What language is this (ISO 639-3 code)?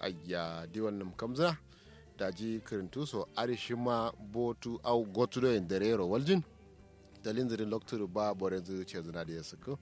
kau